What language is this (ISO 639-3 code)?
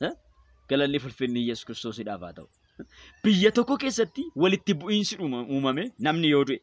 orm